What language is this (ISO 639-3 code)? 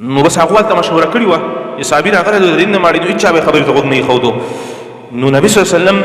pus